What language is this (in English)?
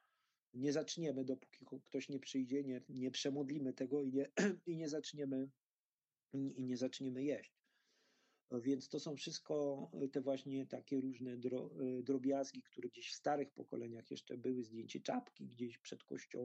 Polish